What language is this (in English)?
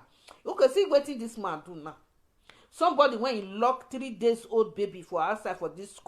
Nigerian Pidgin